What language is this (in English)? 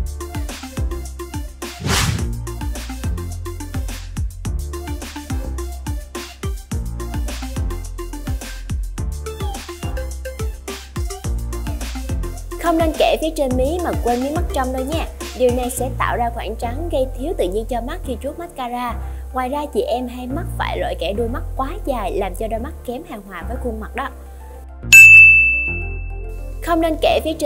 Vietnamese